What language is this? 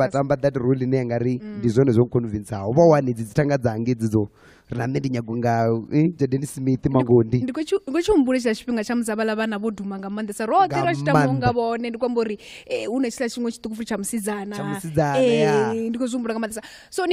Venda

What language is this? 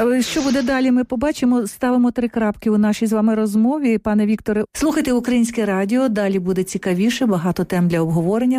Ukrainian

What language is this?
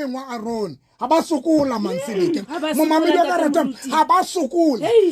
Southern Sotho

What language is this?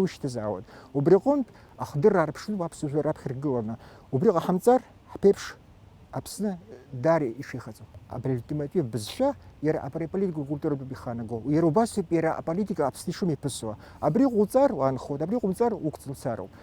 Abkhazian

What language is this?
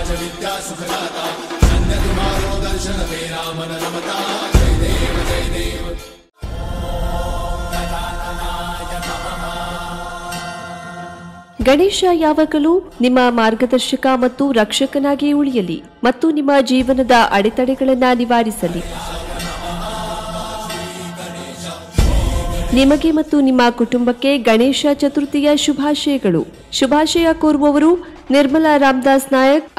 Kannada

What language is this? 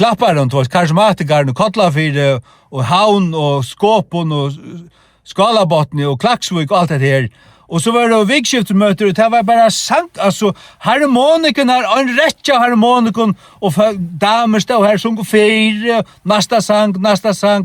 Faroese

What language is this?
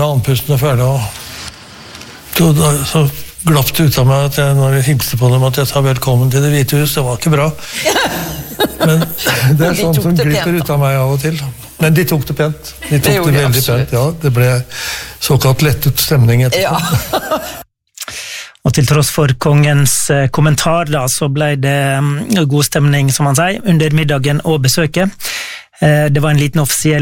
Norwegian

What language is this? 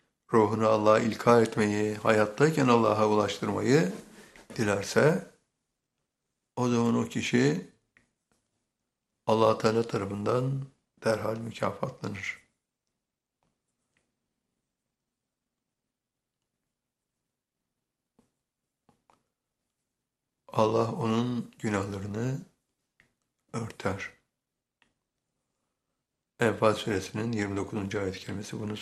Turkish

